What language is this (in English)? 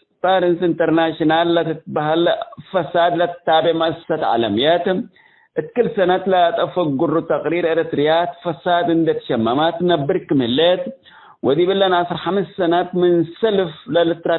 Tigre